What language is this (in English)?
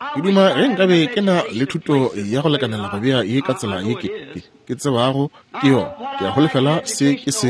Northern Sotho